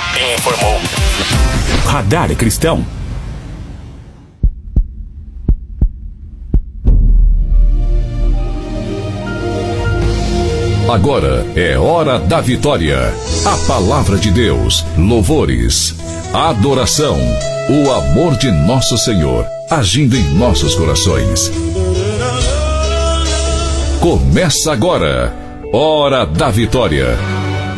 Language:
Portuguese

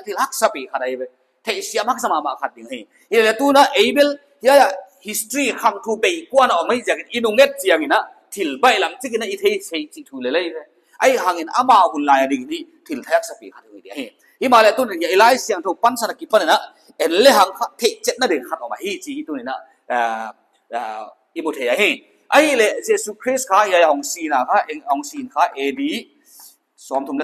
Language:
Paite Chin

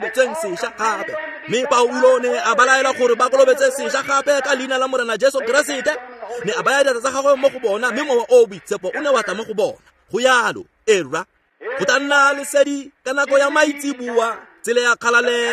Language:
Tswana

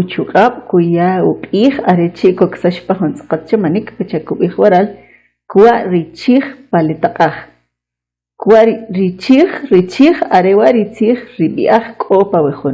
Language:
Kʼicheʼ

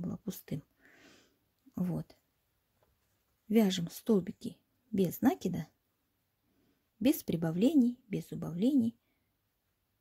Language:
Russian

